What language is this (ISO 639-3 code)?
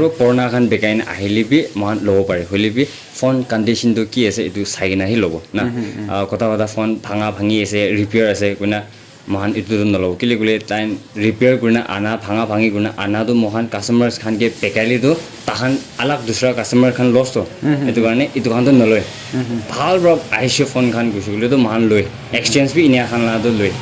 nag